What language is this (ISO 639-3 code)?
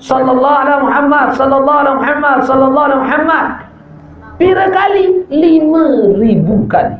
sas